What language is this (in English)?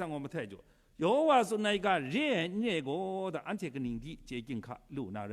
Kachin